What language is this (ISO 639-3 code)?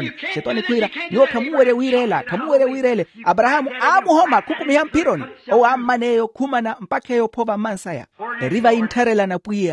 vmw